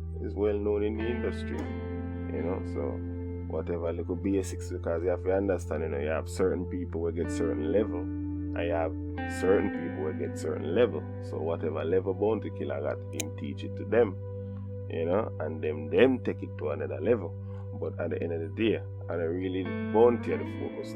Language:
Jamaican Creole English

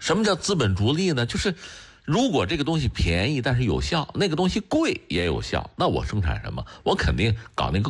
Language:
Chinese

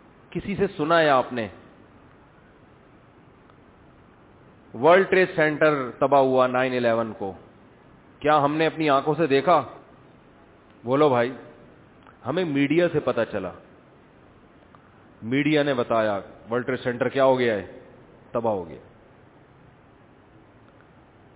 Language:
Urdu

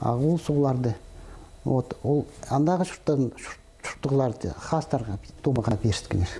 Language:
Khakas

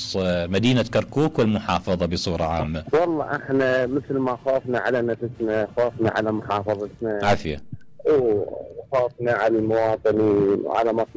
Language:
Mesopotamian Arabic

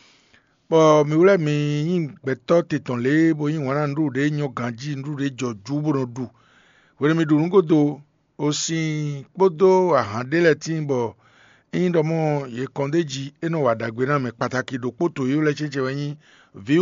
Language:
Fon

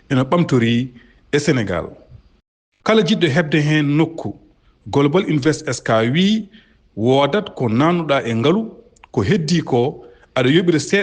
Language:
Fula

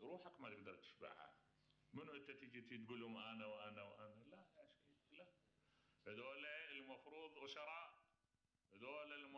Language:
Mesopotamian Arabic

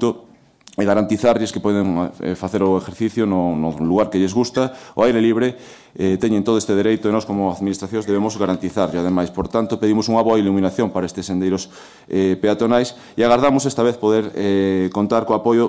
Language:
Galician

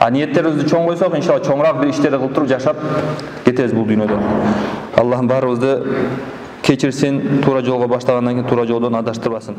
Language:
Kyrgyz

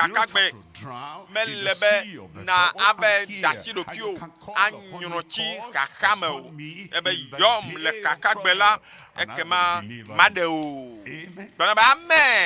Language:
Ewe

